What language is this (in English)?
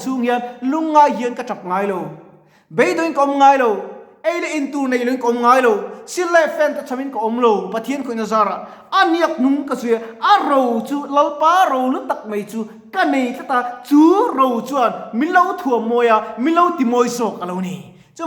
Mizo